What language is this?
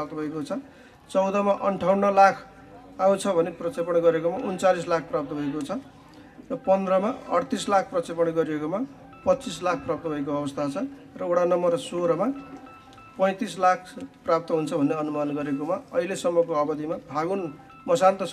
Nepali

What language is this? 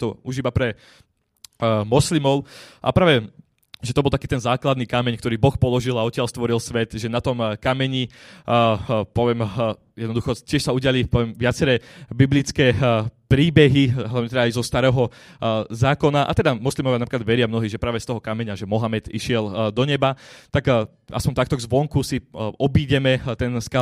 Slovak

